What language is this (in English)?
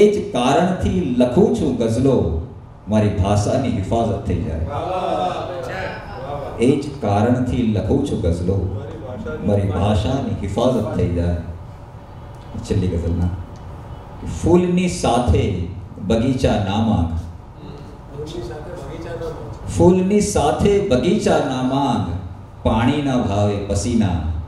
Gujarati